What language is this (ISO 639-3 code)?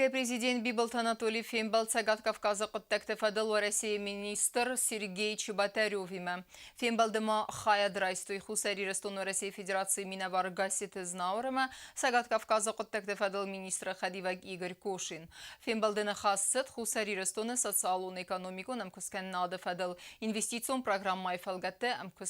oss